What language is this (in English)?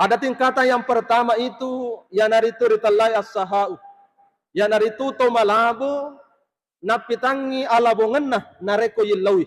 Buginese